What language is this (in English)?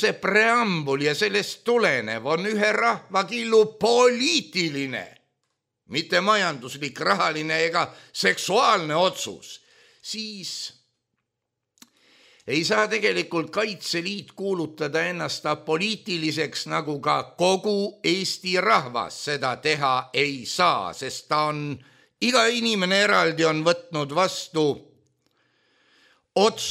Estonian